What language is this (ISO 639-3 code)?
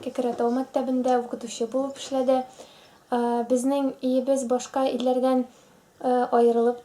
tat